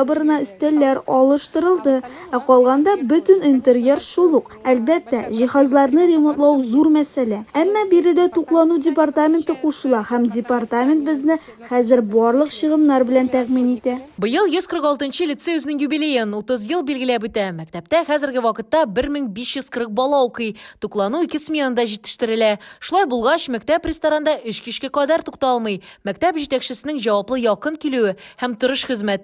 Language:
Tatar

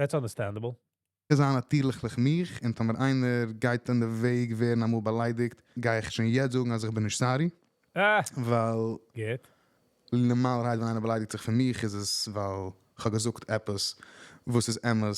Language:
Yiddish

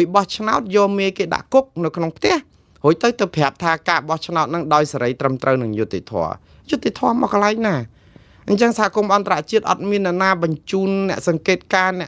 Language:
Khmer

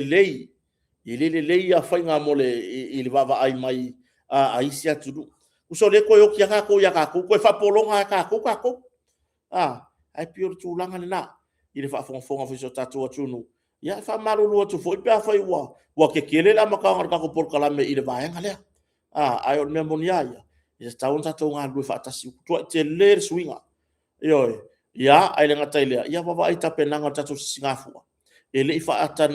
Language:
Samoan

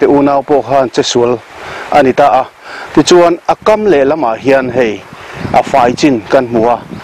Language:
Mizo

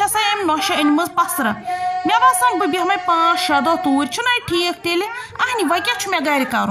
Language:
Kashmiri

